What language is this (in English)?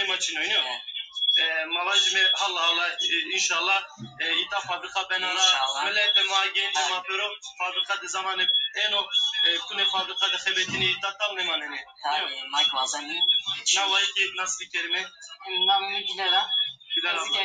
Zaza